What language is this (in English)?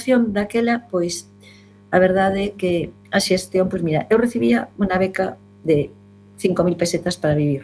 Galician